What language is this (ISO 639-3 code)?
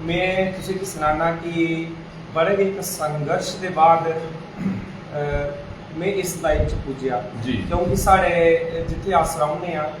doi